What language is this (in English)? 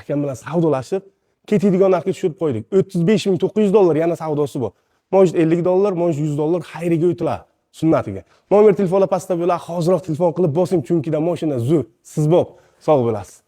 Uzbek